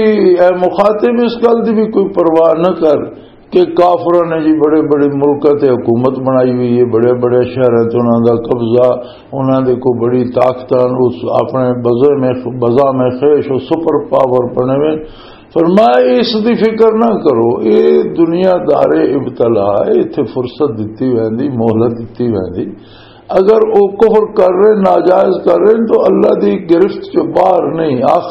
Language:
Western Panjabi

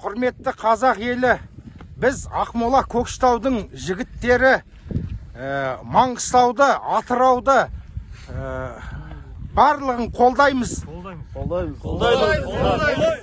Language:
Kazakh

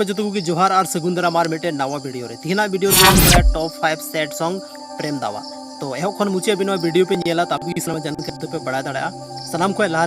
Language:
Santali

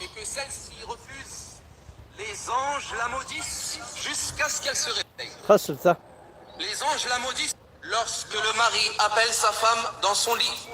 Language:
Kabyle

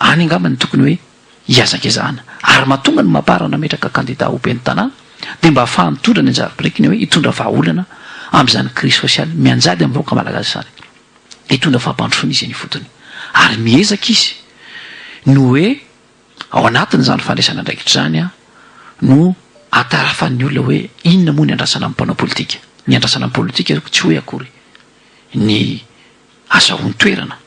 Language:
Malagasy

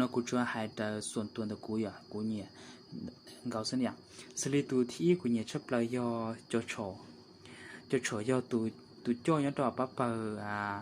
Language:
Hmong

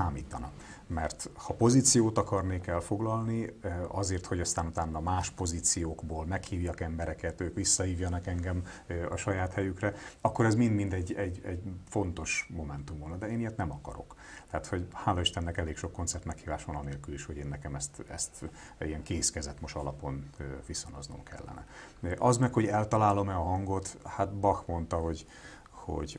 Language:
Hungarian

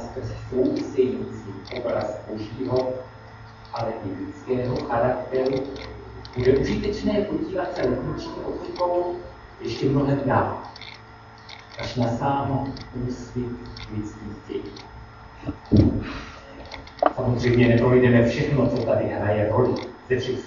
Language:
Czech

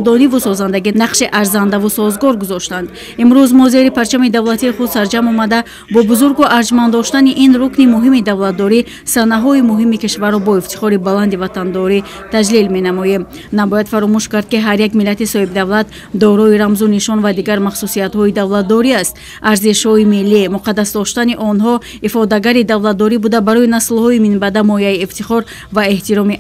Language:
Tajik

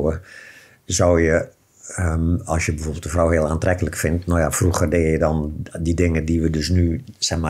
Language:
Dutch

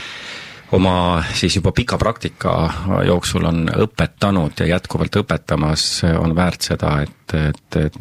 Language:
Estonian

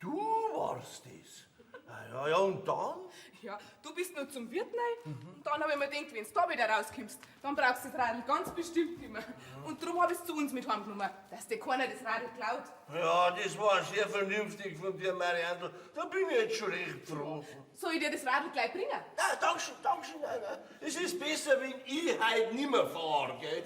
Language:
Bavarian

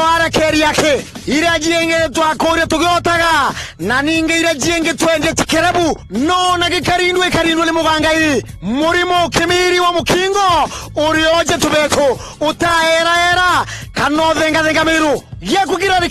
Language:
Meru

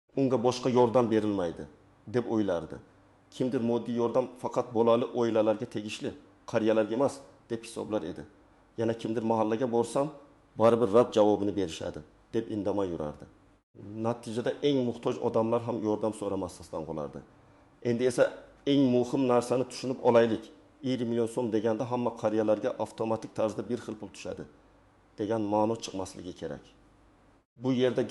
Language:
Uzbek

